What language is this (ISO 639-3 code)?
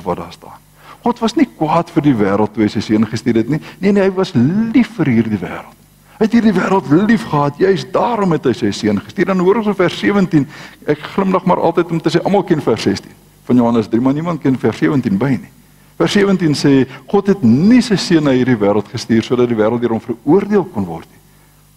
afr